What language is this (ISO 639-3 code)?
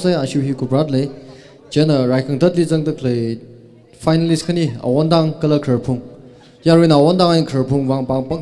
nmf